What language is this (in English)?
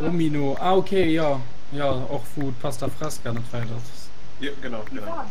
Luxembourgish